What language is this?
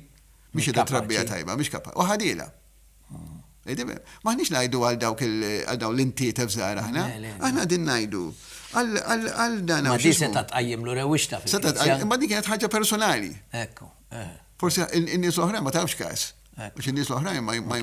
Maltese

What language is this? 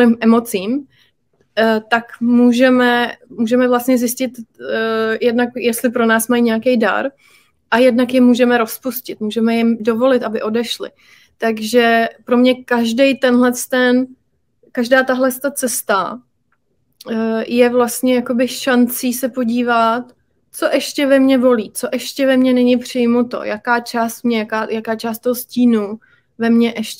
Czech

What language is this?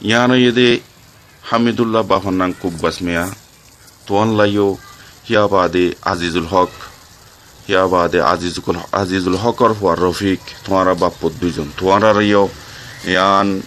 Rohingya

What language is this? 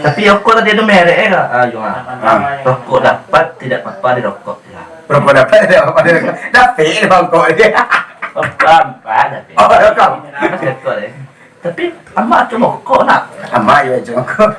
Minangkabau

